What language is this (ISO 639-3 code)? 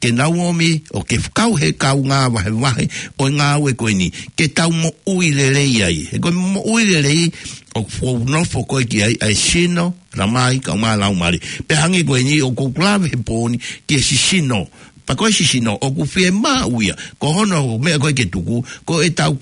ton